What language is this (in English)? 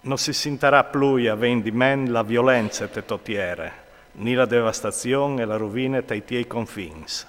Friulian